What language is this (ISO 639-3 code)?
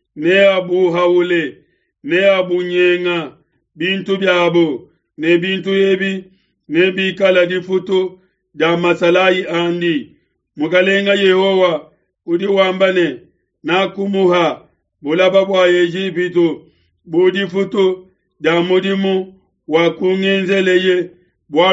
lua